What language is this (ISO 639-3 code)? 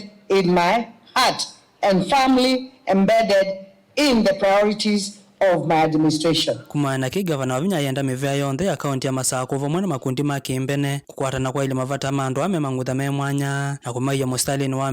kam